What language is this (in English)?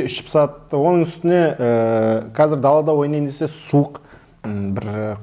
Kazakh